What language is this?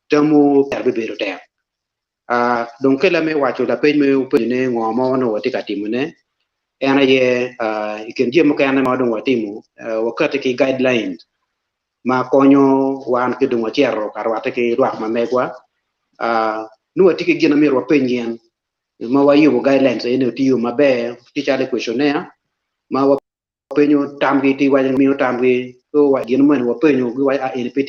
Acoli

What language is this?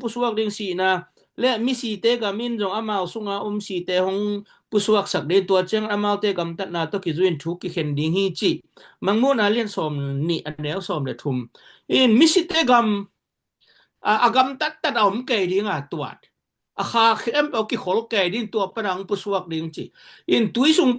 Tedim Chin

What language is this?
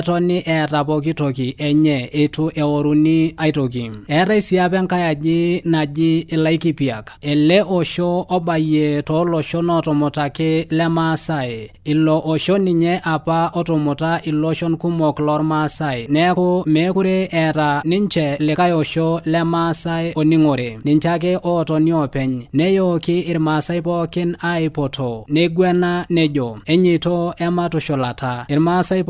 Masai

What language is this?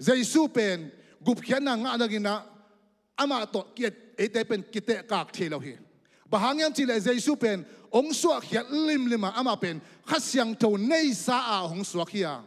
Tedim Chin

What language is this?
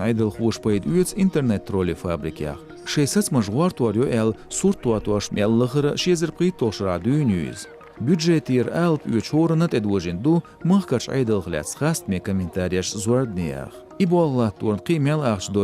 Chechen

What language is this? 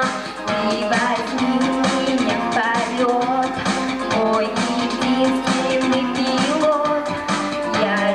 Chuvash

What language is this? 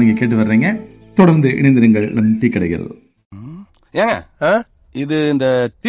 Tamil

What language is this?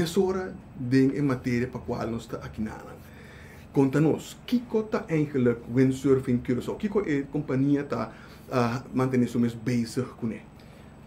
Papiamento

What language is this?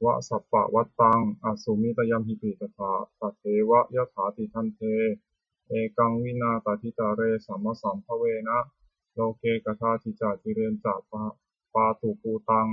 Pali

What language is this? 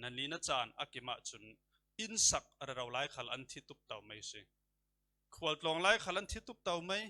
Falam Chin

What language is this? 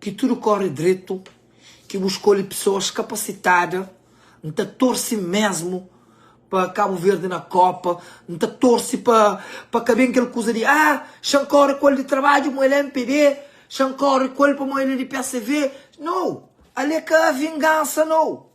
Kabuverdianu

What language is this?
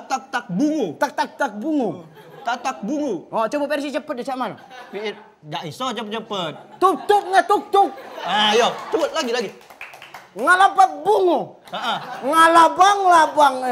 Musi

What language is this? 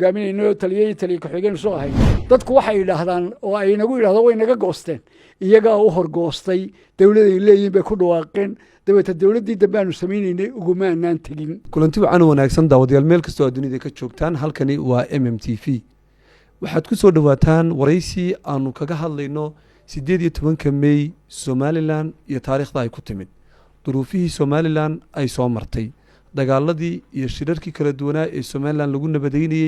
Somali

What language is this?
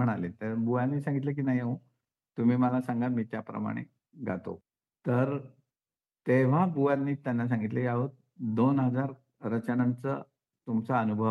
Marathi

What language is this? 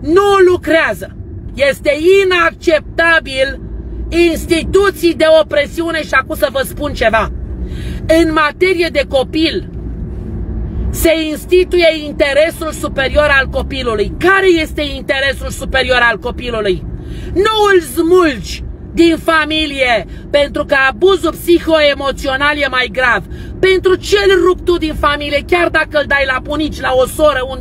Romanian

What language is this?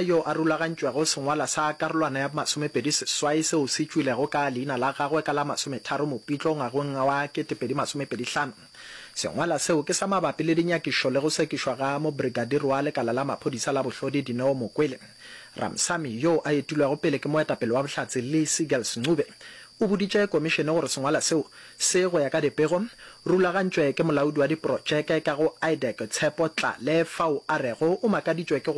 Northern Sotho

